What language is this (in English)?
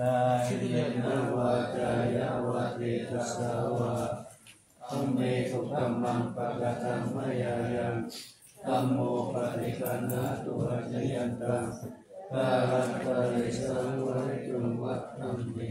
Pali